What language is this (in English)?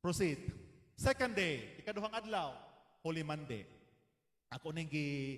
Cebuano